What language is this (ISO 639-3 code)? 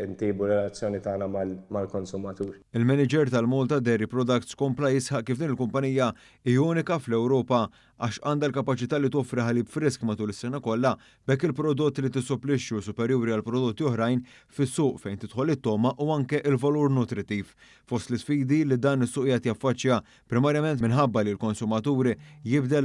mlt